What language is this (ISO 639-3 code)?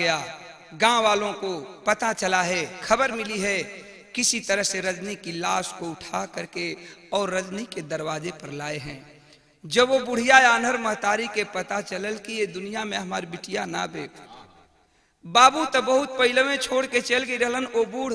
bho